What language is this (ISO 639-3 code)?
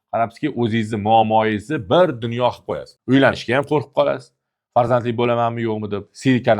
uzb